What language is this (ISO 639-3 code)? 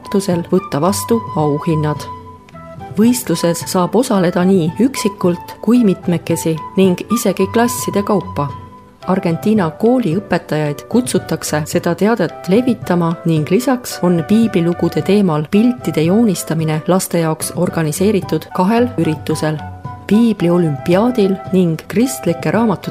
est